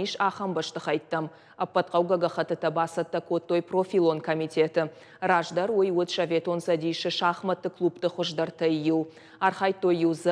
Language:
Ossetic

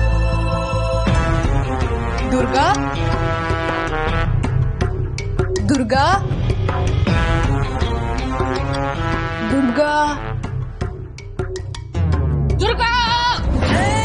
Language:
Kannada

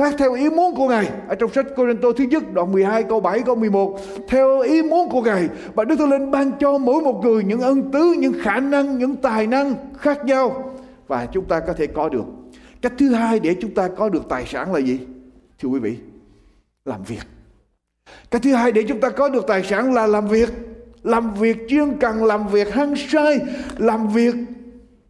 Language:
Vietnamese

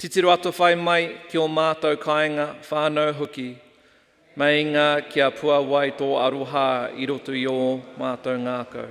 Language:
Māori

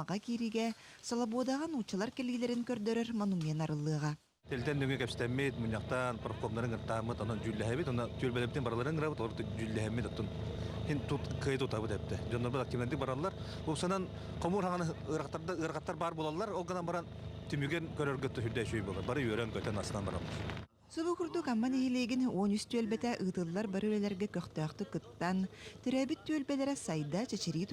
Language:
Yakut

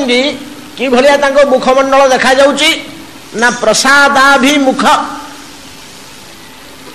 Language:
Odia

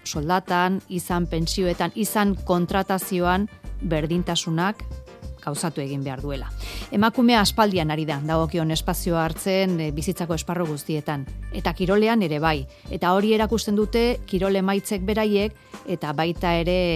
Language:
Basque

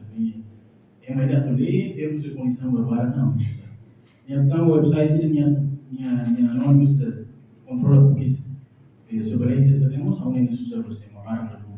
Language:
Tetum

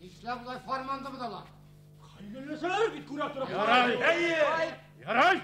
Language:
Bashkir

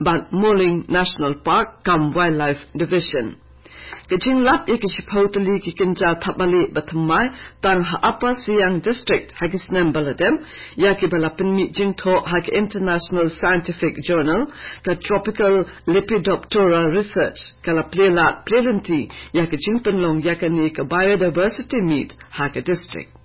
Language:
Khasi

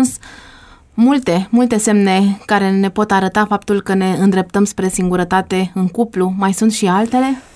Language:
Romanian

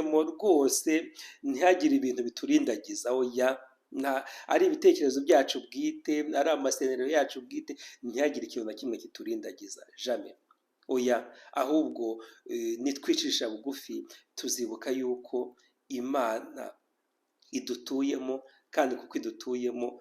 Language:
Kinyarwanda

